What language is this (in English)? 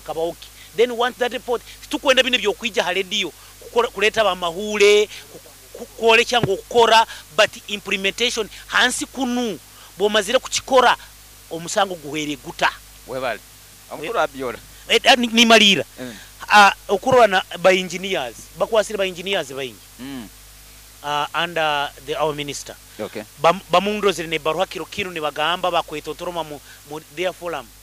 Nyoro